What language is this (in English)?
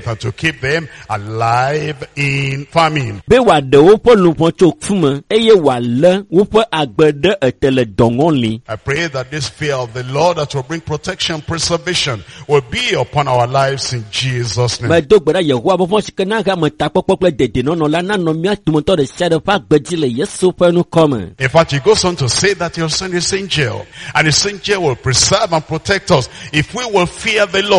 Ewe